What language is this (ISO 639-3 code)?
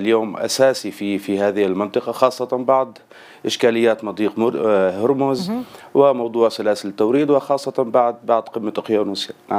ara